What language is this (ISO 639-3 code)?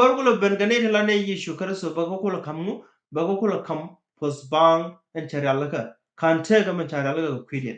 nus